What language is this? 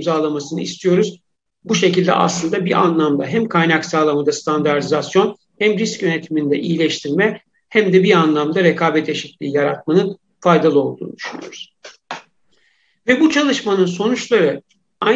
Turkish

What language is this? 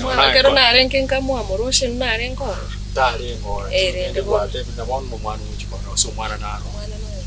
Gusii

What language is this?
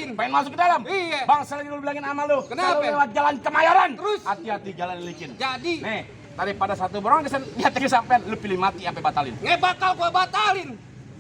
Betawi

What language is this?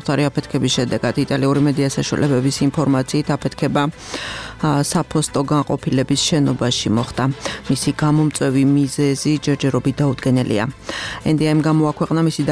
Georgian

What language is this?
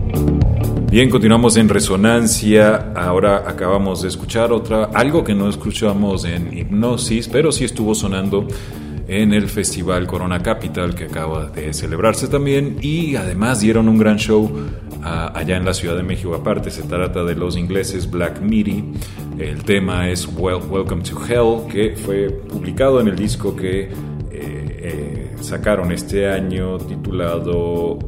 Spanish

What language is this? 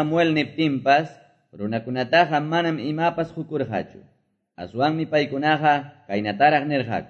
Quechua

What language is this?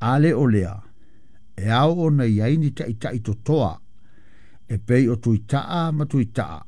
Samoan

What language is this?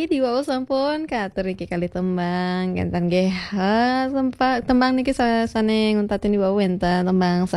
Balinese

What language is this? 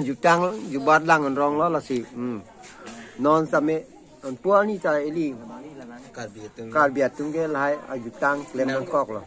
Karbi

